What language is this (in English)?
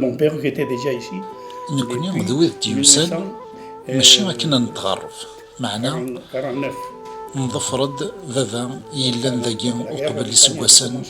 Kabyle